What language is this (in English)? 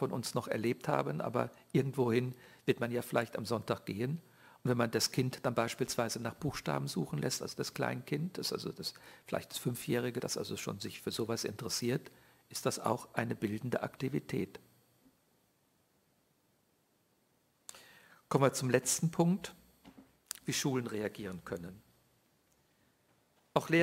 German